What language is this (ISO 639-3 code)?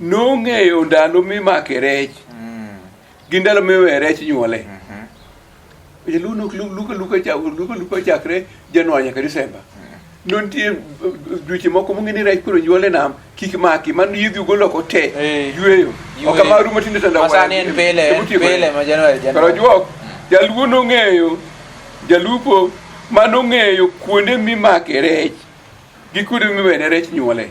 luo